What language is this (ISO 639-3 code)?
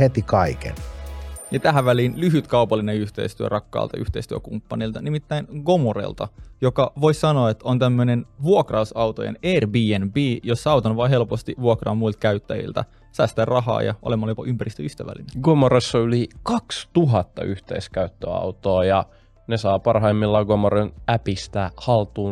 fin